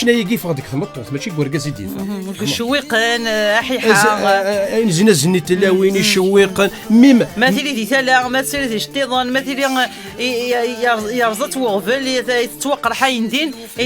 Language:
Kabyle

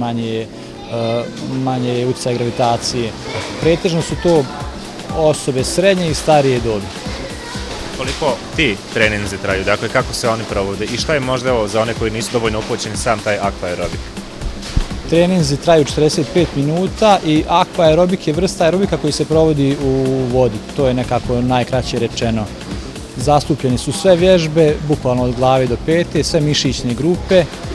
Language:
Bosnian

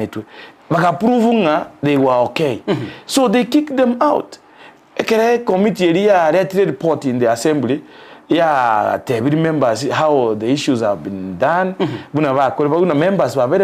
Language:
Gusii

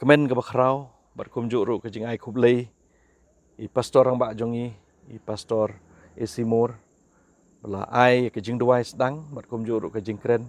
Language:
Khasi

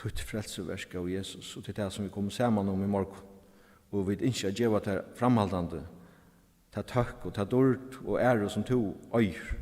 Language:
Faroese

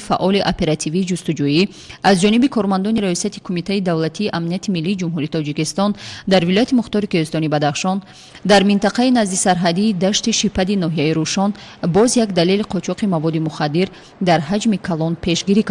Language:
Tajik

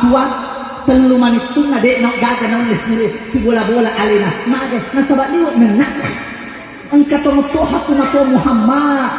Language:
Buginese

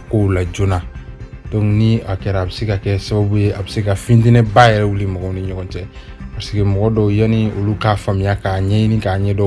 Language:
Bambara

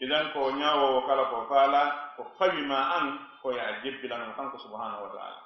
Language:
Fula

